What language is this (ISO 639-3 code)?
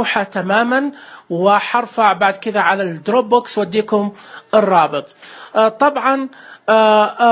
ars